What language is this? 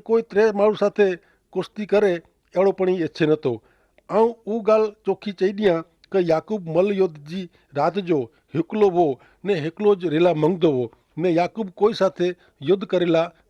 Kachhi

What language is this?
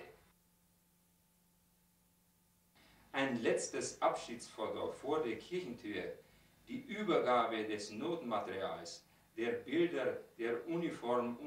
German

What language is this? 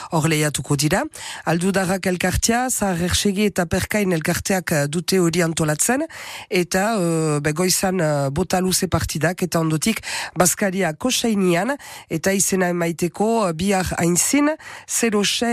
Basque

